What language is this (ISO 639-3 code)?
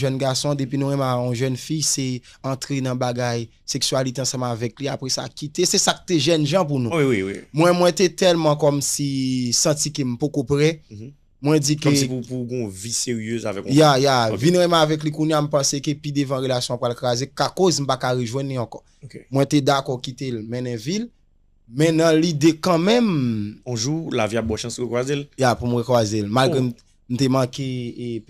hat